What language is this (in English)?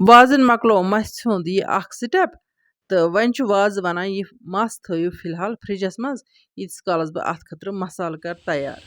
Kashmiri